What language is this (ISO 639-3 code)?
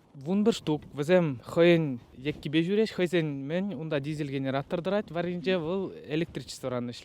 chv